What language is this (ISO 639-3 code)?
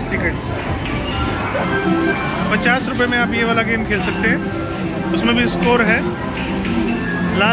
hin